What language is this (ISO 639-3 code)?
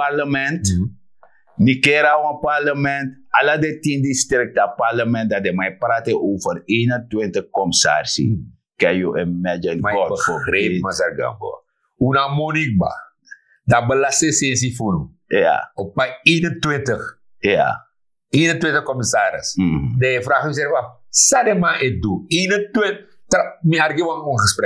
srn